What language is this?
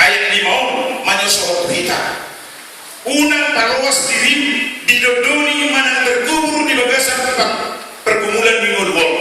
Batak Toba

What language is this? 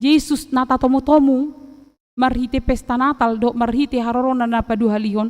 Batak Toba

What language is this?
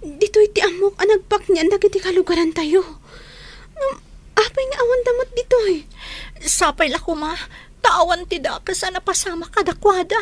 Iloko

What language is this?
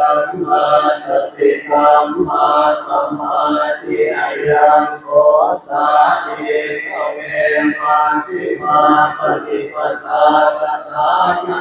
Pali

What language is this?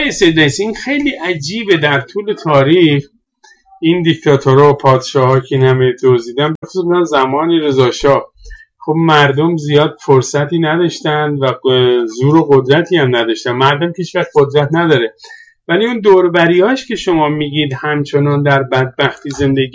Persian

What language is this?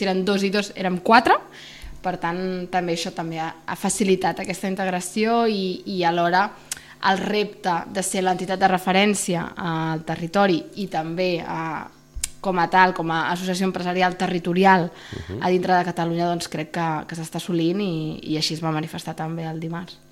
Catalan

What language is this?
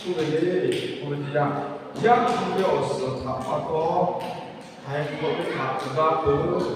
Lahu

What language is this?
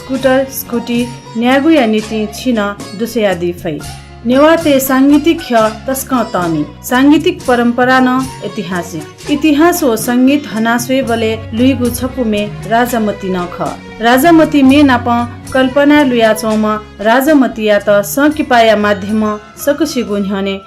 Newari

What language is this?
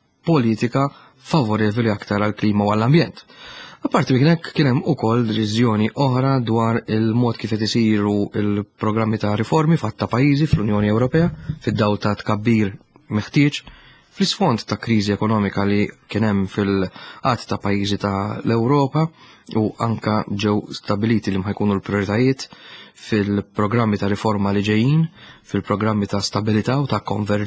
Maltese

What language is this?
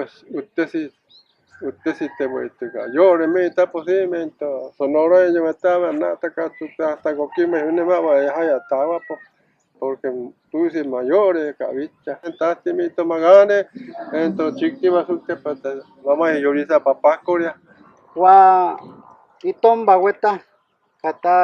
Mayo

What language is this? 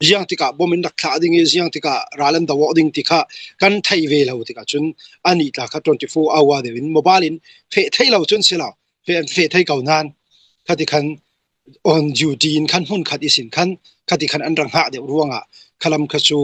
Hakha Chin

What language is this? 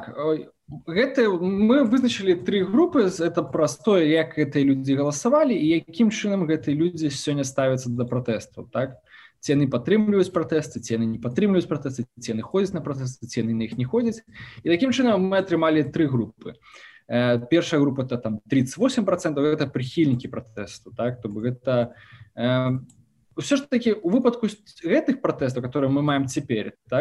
Belarusian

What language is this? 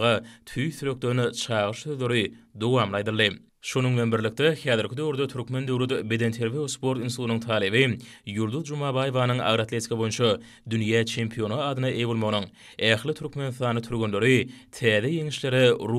Turkmen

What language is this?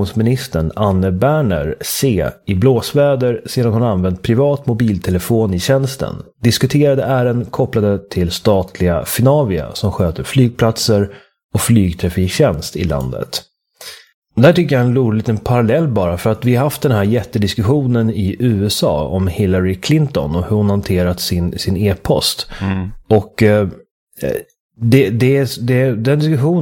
Swedish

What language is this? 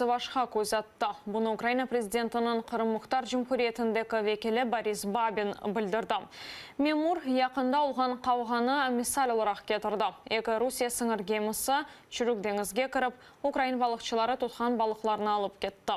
Crimean Tatar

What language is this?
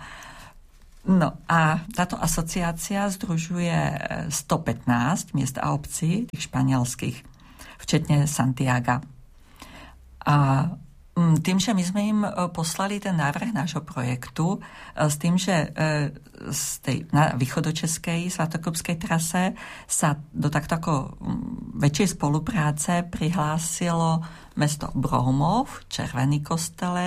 Slovak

